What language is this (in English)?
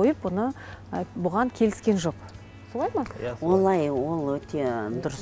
Kazakh